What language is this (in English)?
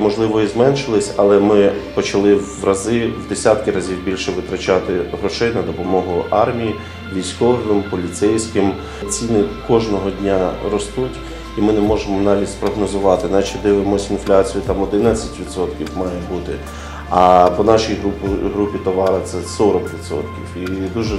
Ukrainian